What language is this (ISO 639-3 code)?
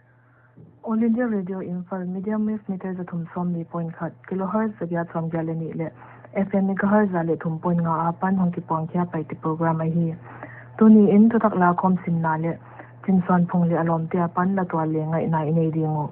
pck